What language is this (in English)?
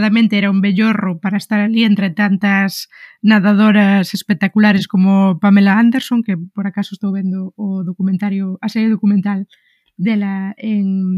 Galician